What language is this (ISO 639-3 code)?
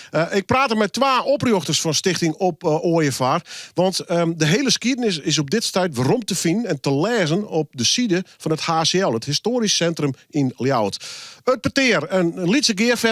fry